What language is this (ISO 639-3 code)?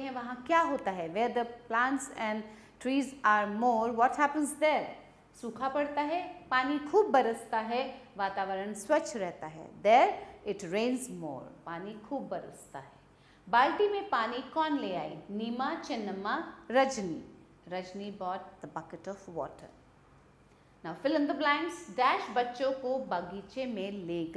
hin